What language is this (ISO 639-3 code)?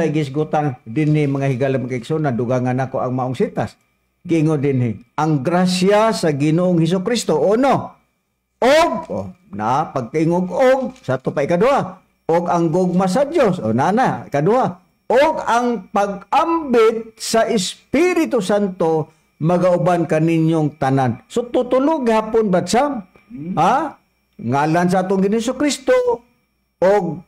ceb